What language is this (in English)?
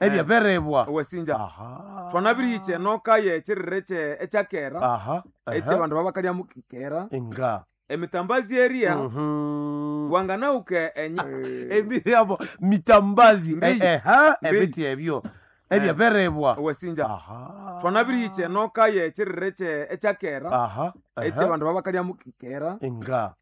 Nande